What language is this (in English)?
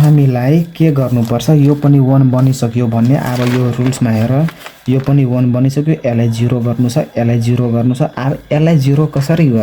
Nepali